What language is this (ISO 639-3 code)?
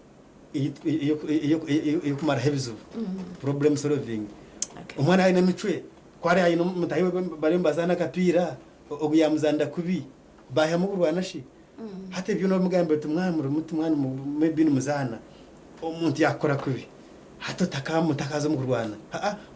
nyn